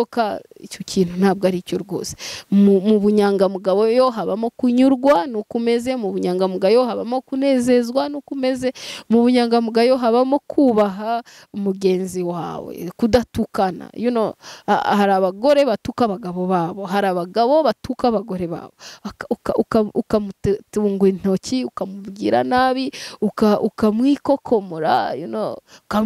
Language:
Kinyarwanda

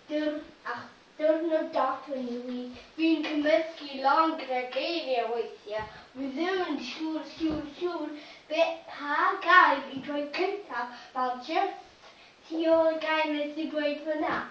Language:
Welsh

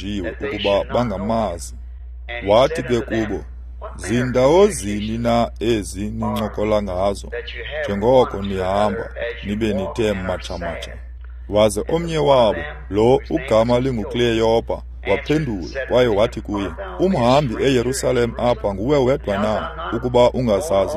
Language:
Xhosa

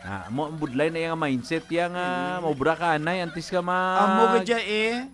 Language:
Hiligaynon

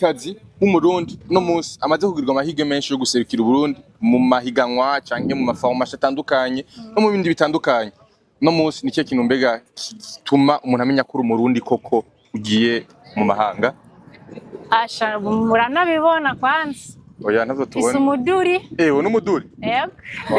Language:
Rundi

